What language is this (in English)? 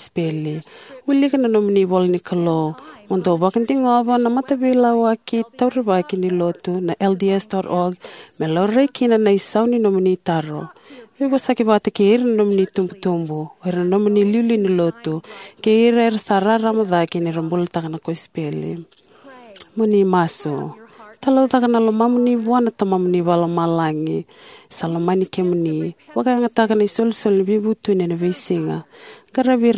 Fijian